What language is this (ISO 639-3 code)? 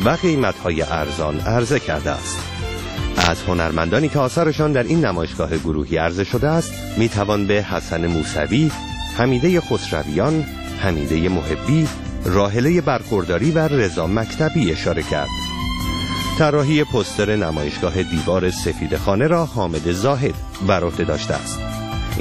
fas